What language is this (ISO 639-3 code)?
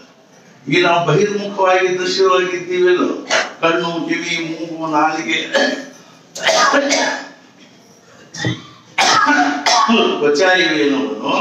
kan